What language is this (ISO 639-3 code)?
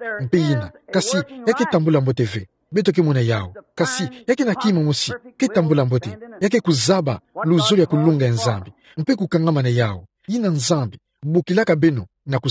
ktu